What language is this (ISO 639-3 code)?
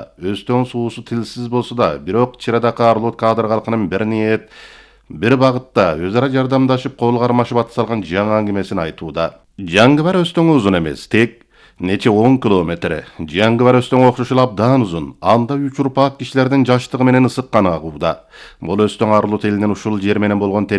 kir